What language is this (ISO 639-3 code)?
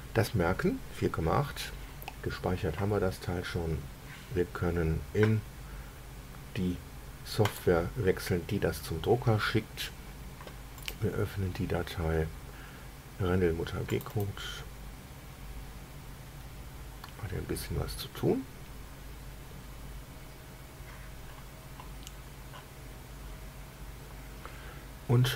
deu